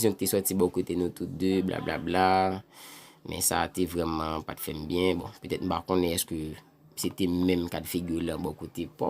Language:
Haitian Creole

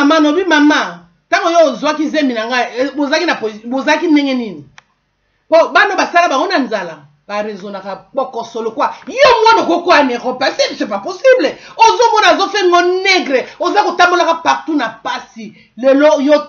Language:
Lingala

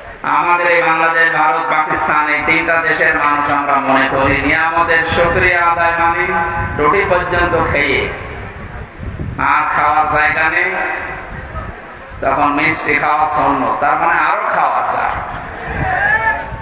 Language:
Bangla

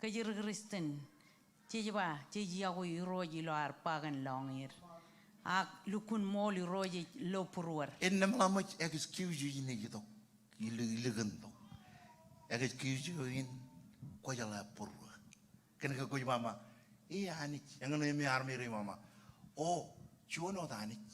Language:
Marshallese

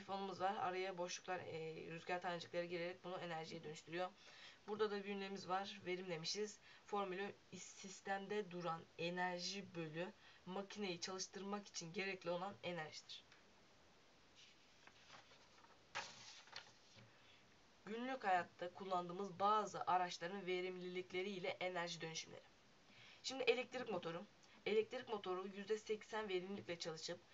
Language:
Turkish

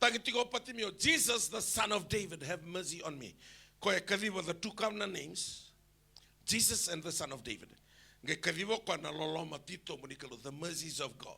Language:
Fijian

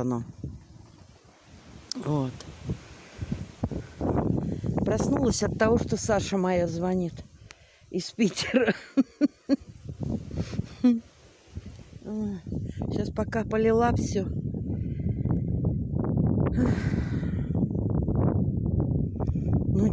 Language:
Russian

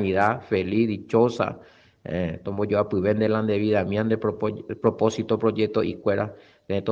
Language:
Guarani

